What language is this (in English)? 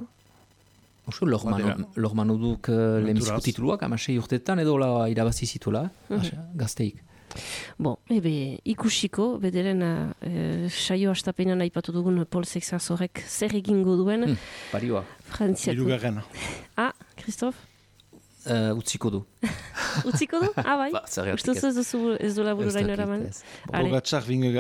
Basque